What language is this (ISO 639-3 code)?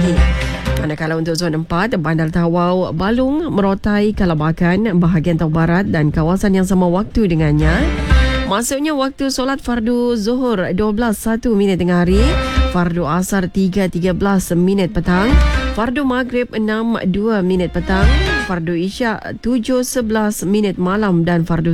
msa